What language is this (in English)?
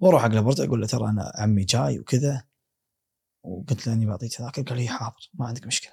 Gulf Arabic